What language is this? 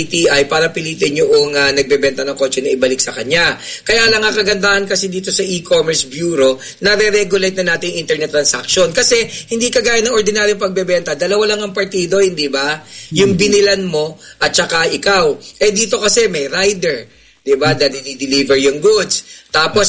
Filipino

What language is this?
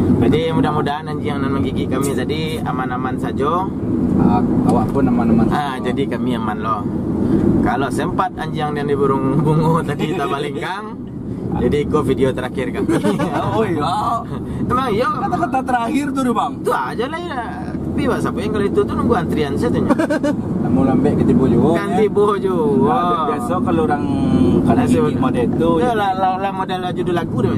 Minangkabau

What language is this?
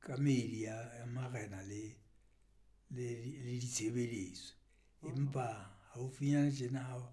Southern Sotho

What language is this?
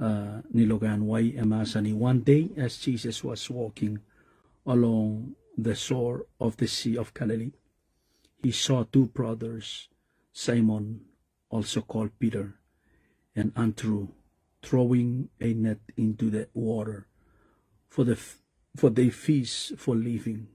Pohnpeian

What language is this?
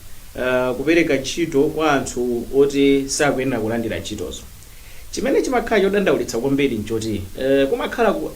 Nyanja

